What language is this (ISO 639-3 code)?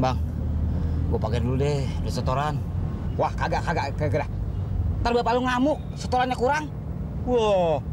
bew